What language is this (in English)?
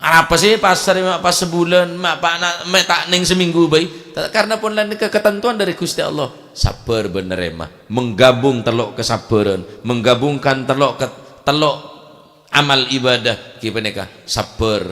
Madurese